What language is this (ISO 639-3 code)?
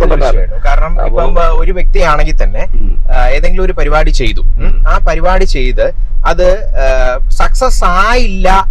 mal